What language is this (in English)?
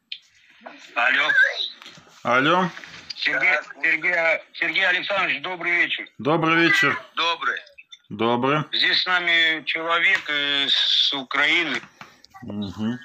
Russian